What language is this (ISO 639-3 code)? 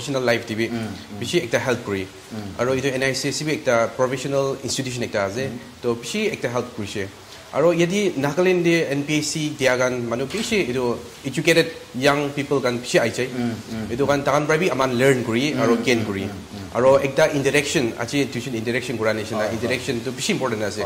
nag